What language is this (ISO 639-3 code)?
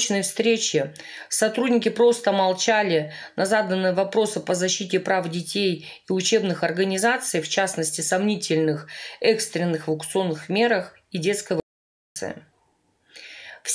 rus